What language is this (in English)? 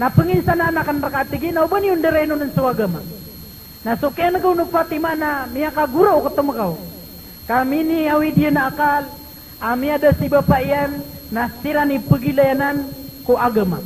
Maranao